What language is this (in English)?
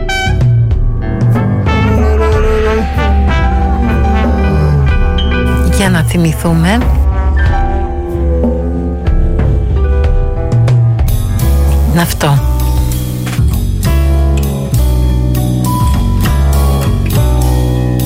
Greek